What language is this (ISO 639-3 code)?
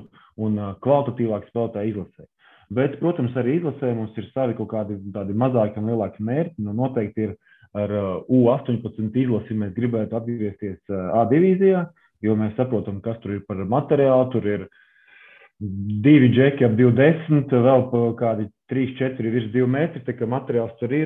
lav